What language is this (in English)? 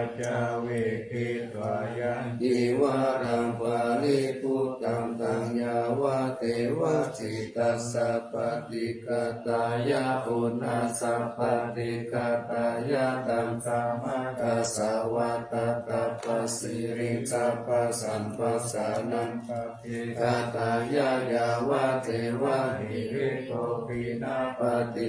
Pali